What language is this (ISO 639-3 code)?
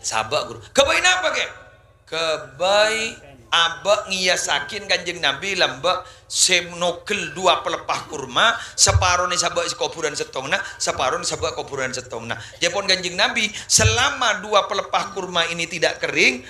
mad